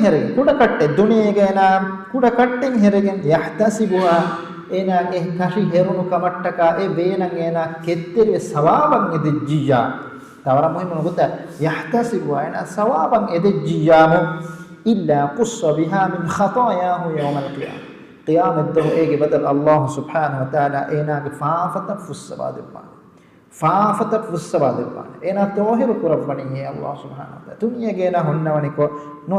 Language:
Divehi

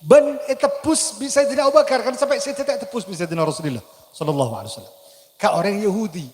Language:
Madurese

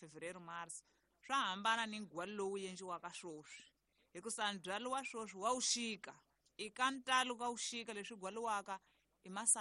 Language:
Tsonga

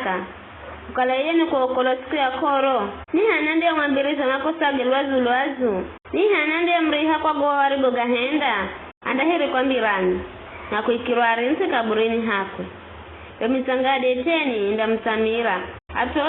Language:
Giryama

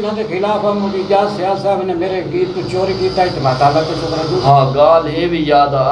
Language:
Saraiki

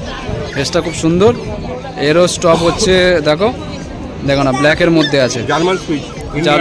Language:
Bangla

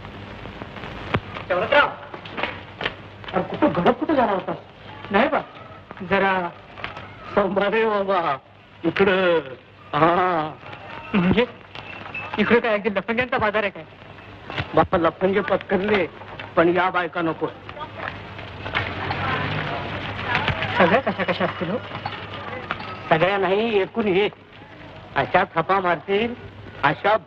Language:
Marathi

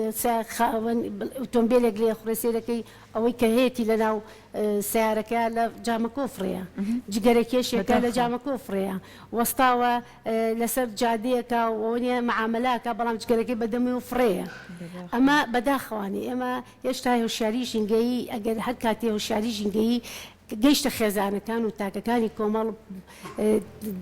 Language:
Central Kurdish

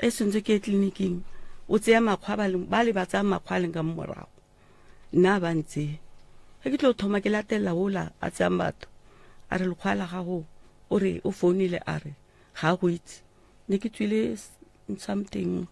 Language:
Northern Sotho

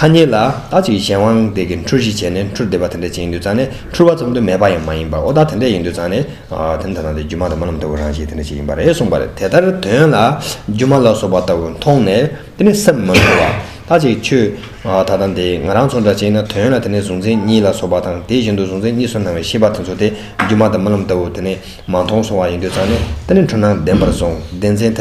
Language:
Tibetan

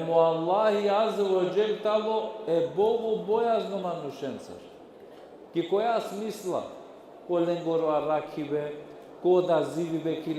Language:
Balkan Romani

